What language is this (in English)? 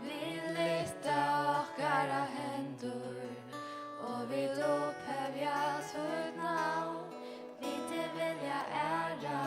Faroese